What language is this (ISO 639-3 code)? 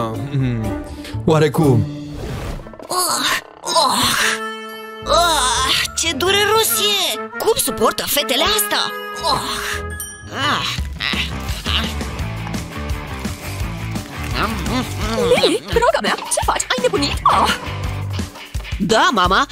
ron